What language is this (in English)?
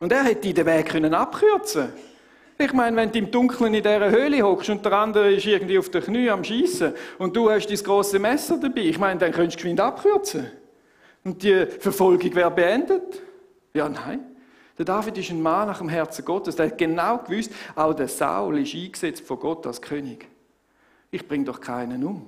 Swiss German